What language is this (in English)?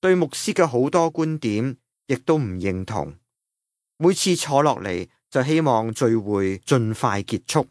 Cantonese